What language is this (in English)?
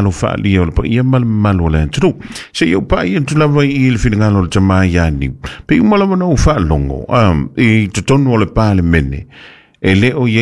Samoan